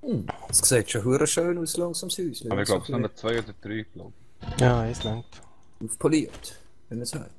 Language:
Swiss German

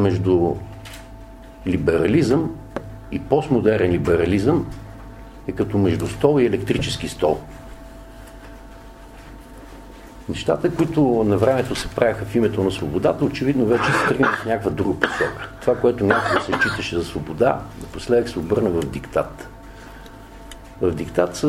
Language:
Bulgarian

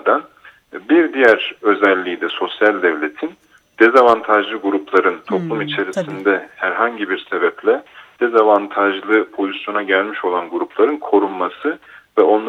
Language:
Turkish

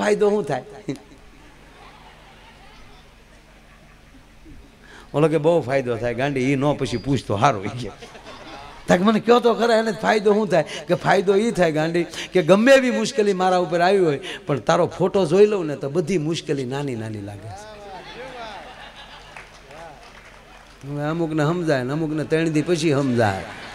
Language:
Gujarati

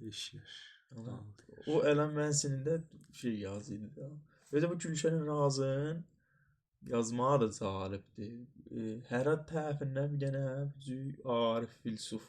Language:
South Azerbaijani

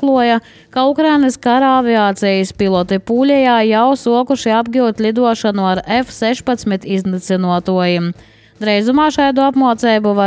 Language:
Latvian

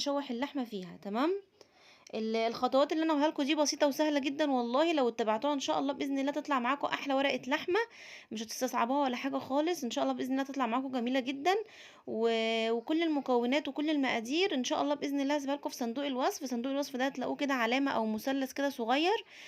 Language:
Egyptian Arabic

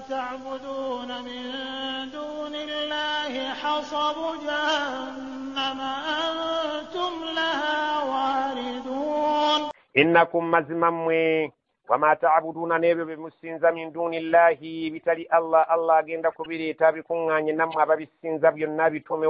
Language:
Ganda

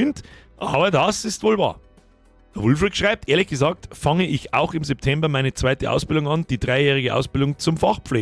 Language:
Bavarian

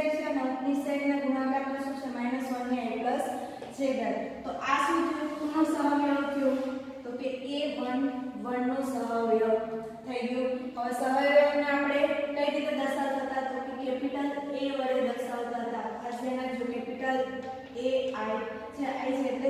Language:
Gujarati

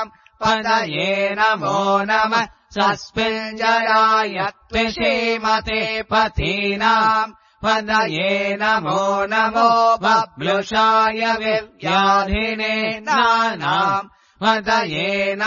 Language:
Sanskrit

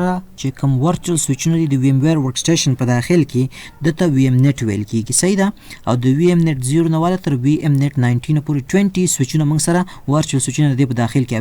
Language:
Pashto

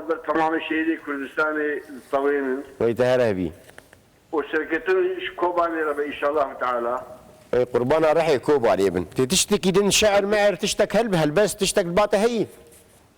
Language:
Kurdish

